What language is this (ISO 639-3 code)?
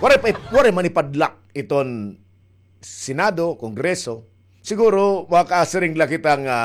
war